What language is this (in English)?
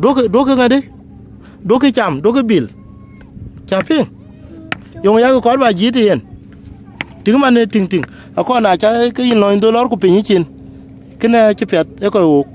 Dinka